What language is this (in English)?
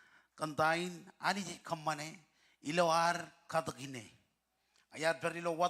Marshallese